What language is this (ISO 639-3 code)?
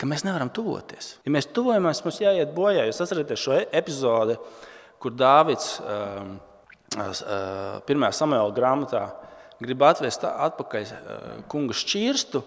lav